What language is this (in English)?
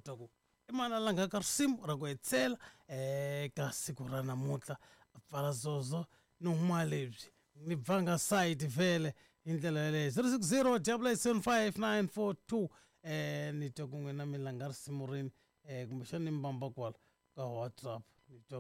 Tsonga